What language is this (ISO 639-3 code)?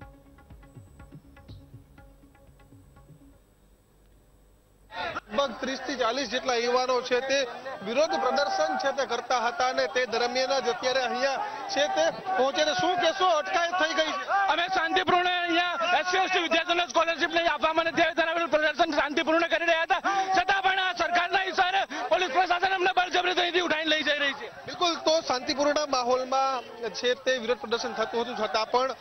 guj